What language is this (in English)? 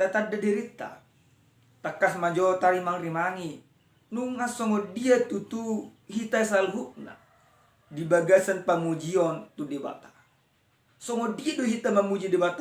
Batak Toba